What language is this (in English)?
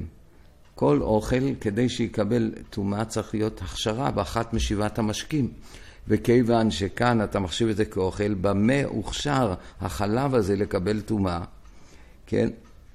Hebrew